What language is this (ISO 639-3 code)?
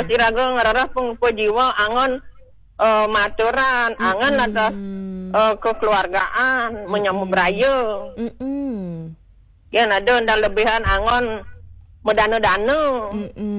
ban